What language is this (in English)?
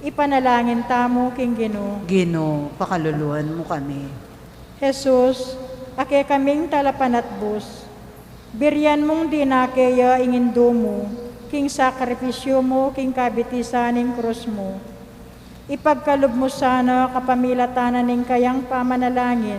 Pampanga